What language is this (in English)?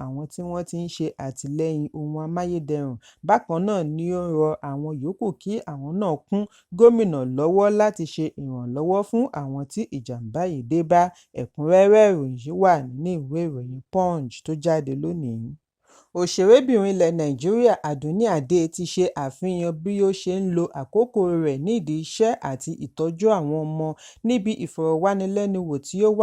Yoruba